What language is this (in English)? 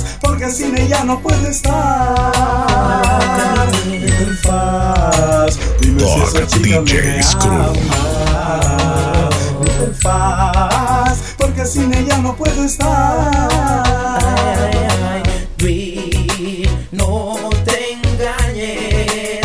Spanish